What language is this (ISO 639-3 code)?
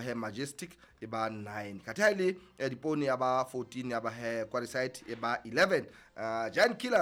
sot